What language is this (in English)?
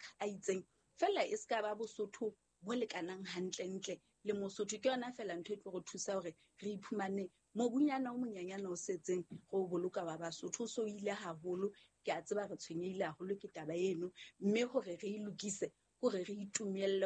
Southern Sotho